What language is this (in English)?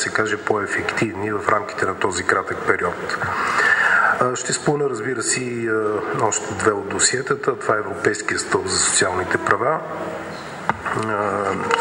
Bulgarian